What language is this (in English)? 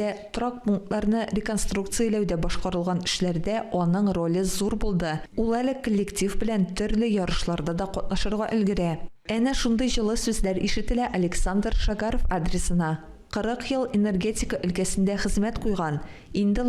Tatar